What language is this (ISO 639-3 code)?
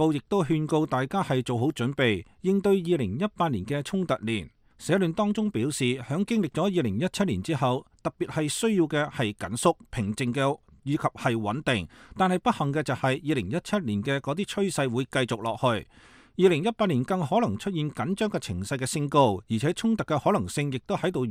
yue